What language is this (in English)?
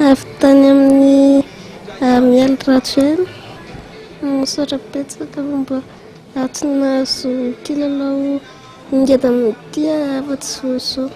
Malagasy